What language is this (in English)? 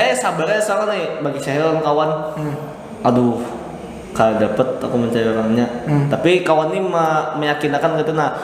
Banjar